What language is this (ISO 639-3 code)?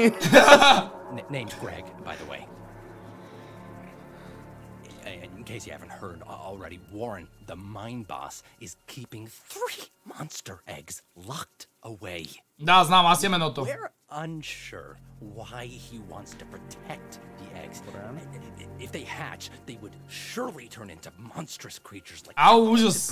bul